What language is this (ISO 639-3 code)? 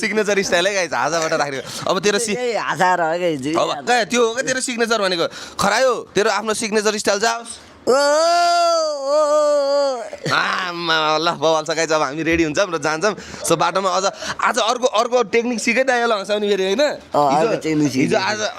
nep